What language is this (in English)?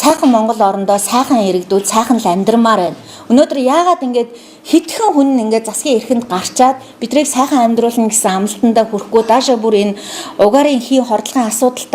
Mongolian